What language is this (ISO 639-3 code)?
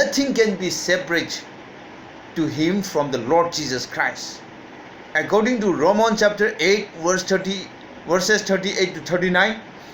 nmf